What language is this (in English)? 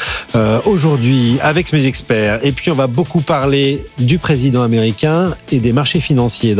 French